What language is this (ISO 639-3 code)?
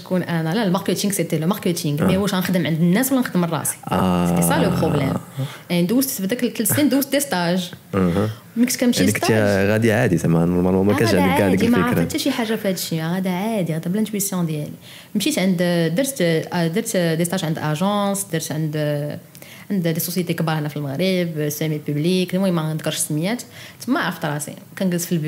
ary